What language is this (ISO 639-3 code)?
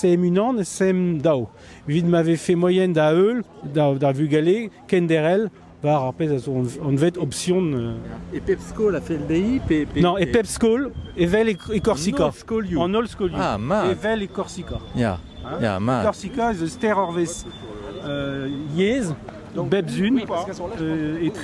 bre